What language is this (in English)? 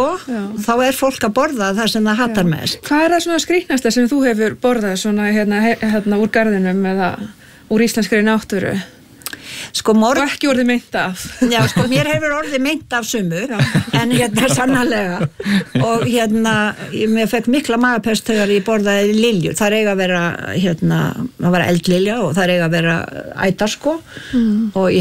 Icelandic